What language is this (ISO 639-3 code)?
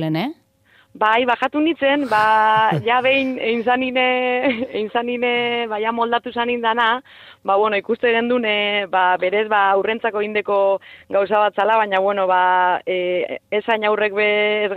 eus